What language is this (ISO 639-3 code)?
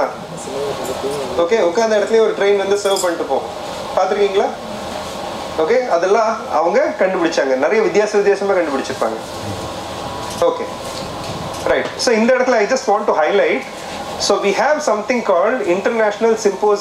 tam